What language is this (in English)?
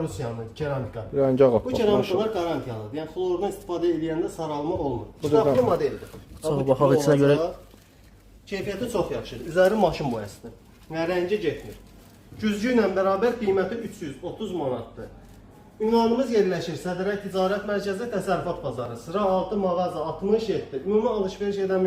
Azerbaijani